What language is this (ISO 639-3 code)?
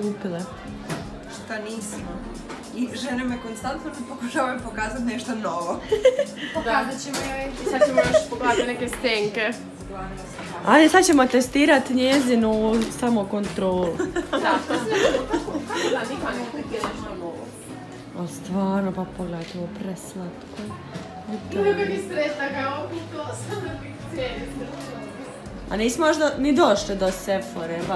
hrv